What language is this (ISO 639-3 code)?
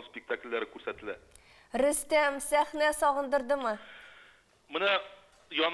tat